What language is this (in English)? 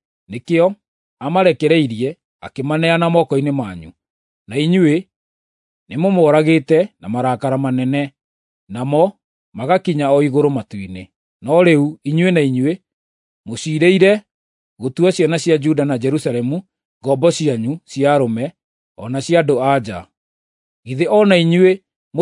Kikuyu